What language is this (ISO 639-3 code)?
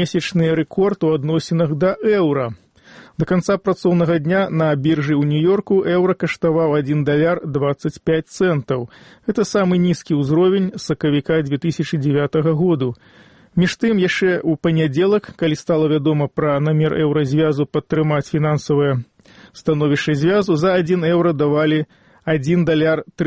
bel